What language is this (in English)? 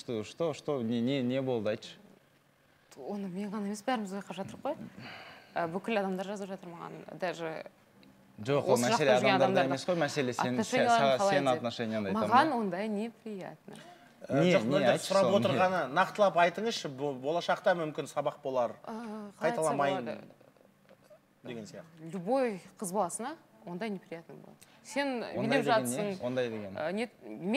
Kazakh